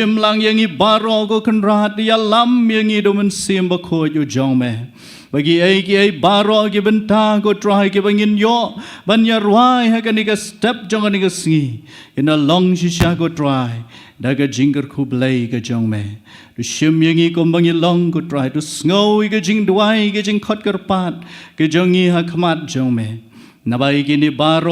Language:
Khasi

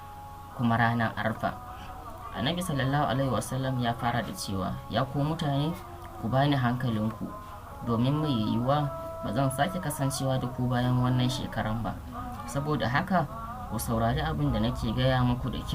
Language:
Hausa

